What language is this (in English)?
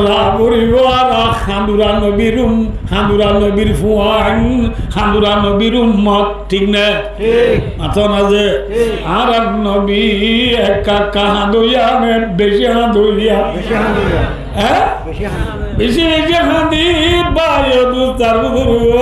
Rohingya